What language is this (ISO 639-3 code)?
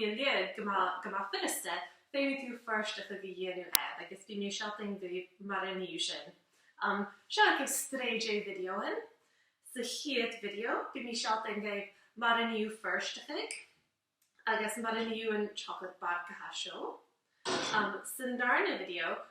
gla